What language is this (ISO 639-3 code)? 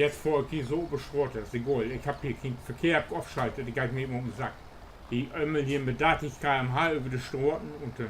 nds